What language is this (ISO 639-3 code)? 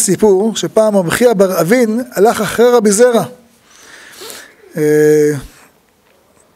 heb